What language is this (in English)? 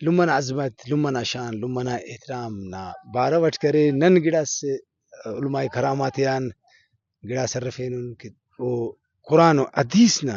Brahui